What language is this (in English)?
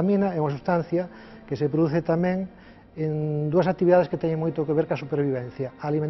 Galician